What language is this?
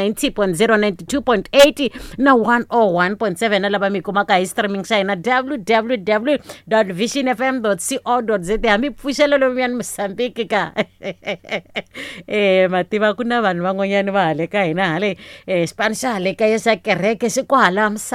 Tsonga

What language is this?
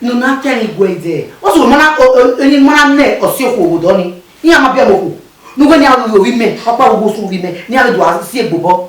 Bini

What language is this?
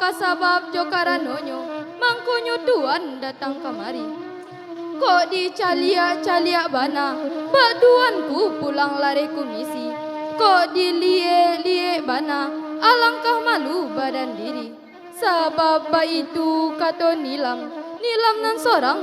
Minangkabau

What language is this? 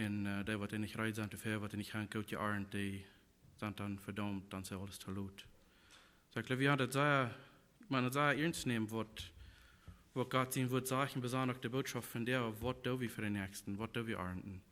Plautdietsch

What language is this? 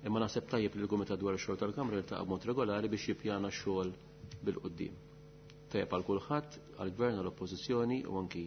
Maltese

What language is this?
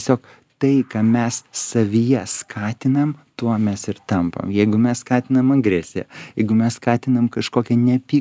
Lithuanian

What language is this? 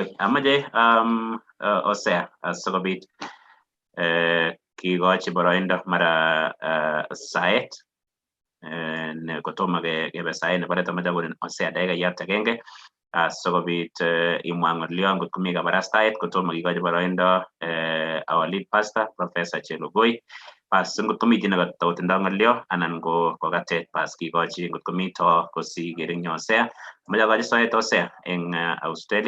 Kalenjin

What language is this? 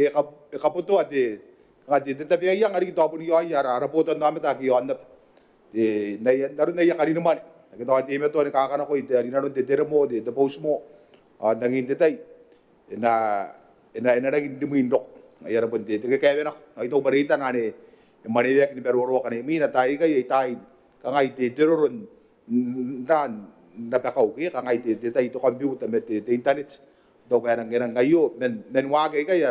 Gilbertese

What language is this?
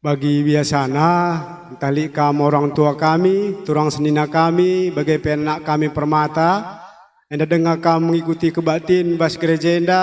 Batak Karo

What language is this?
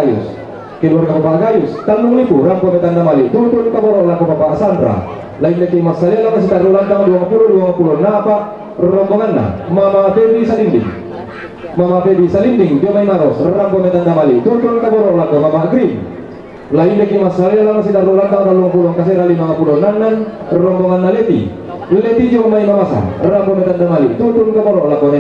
Toraja-Sa'dan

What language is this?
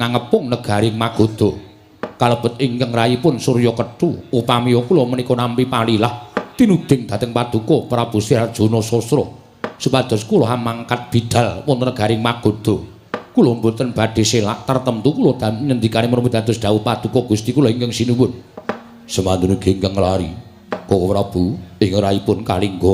Javanese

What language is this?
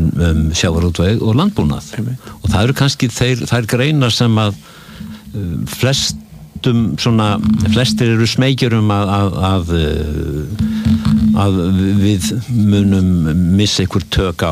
Icelandic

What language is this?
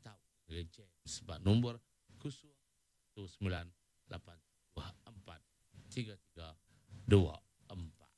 Iban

